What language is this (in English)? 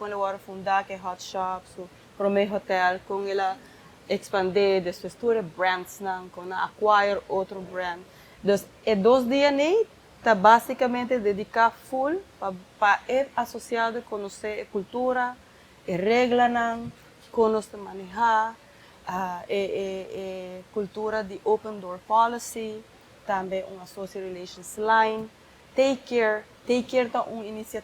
Papiamento